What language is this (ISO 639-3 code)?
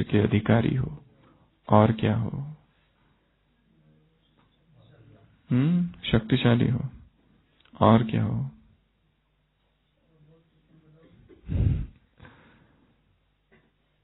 hin